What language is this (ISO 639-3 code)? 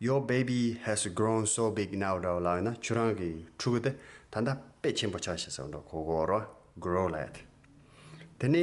bod